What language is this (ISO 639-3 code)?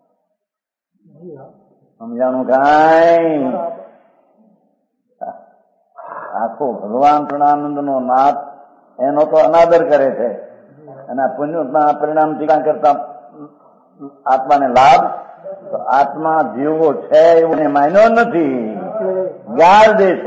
guj